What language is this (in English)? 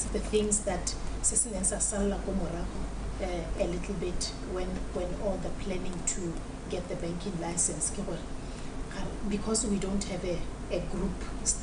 Tswana